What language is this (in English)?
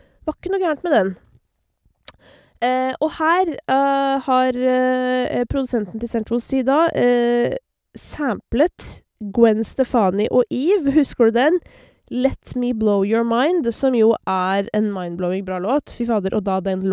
Norwegian